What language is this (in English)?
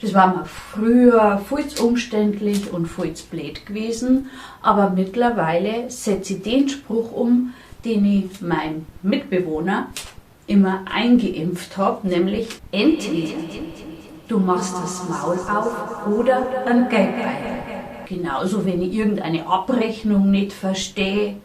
Bavarian